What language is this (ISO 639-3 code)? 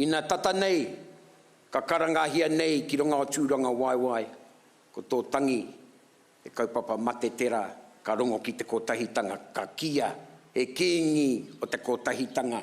mri